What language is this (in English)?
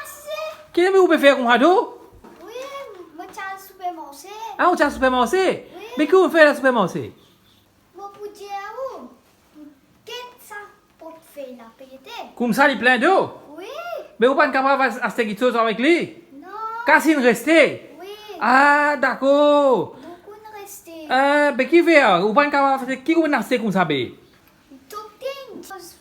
Morisyen